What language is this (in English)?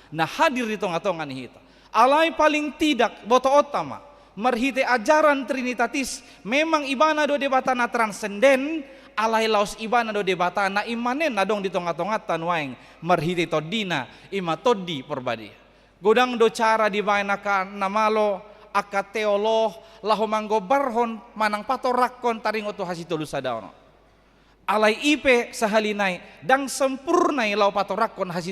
Batak Toba